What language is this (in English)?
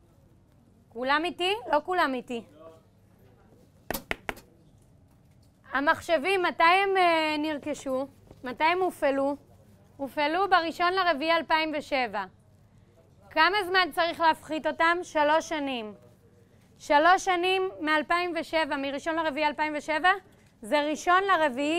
Hebrew